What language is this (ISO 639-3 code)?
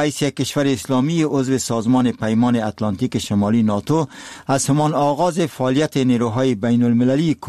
fas